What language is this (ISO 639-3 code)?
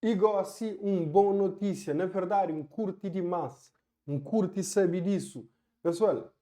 kea